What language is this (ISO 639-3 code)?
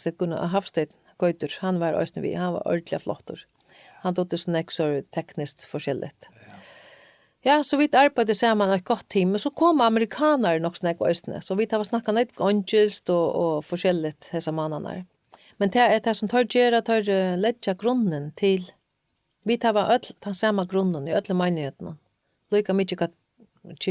fao